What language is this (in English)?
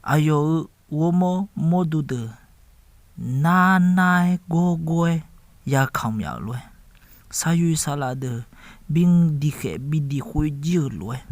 Akha